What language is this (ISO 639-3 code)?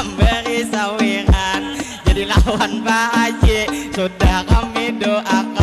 bjn